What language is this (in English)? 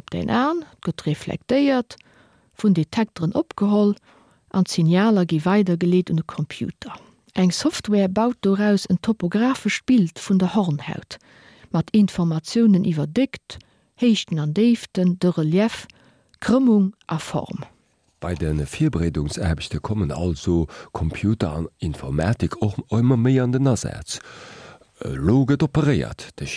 Luxembourgish